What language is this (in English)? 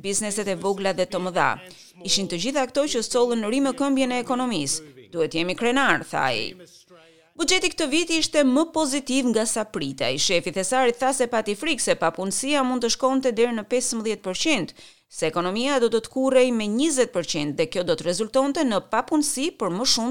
Albanian